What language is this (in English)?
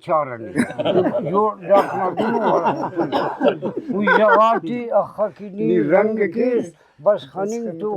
Brahui